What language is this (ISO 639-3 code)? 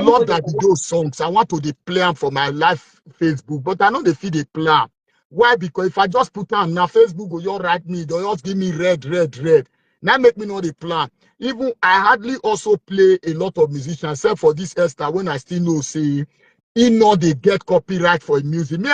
pcm